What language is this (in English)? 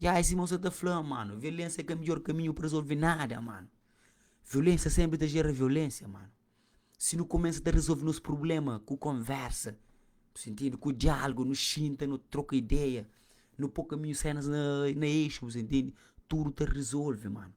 Kabuverdianu